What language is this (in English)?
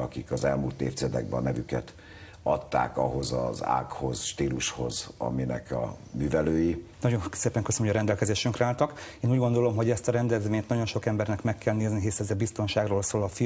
Hungarian